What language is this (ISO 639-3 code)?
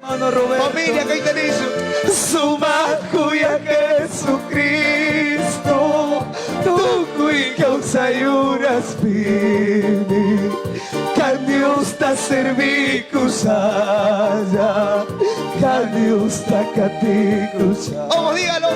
que